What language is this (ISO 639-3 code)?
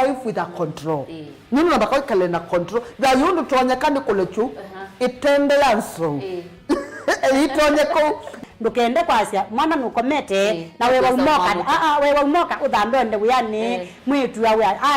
kam